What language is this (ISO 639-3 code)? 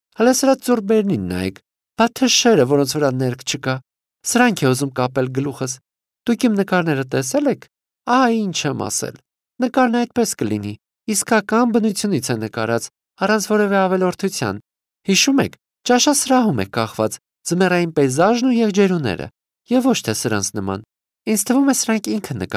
hye